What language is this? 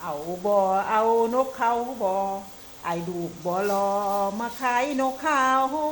Lao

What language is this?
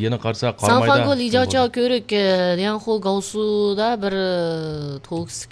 Uyghur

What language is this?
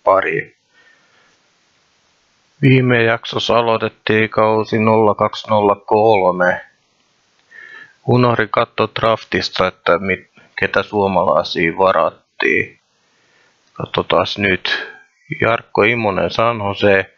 Finnish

